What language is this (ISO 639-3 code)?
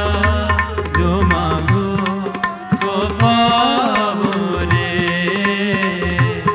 pan